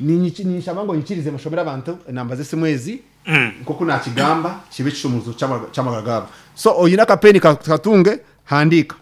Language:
Nyankole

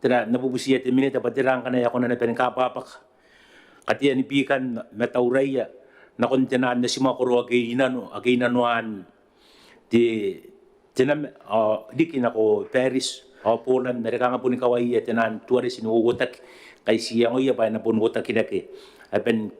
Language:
Gilbertese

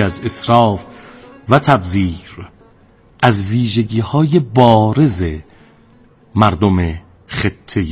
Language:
Persian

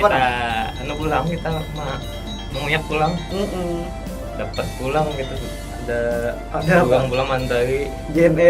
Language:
Banjar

